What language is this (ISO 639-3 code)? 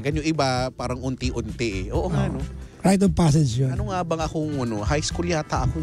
fil